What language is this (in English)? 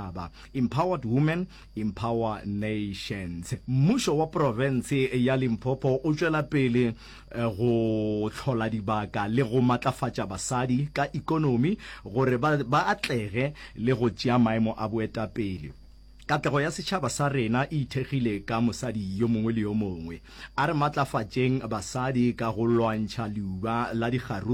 Northern Sotho